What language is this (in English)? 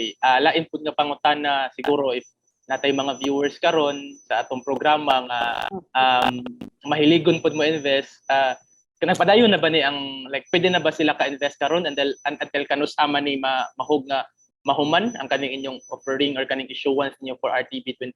Cebuano